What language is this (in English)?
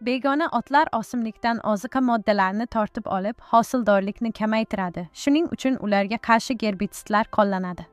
Uzbek